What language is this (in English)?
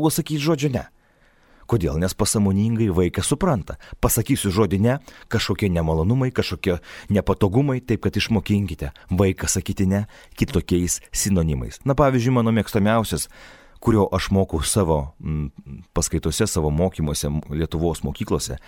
Lithuanian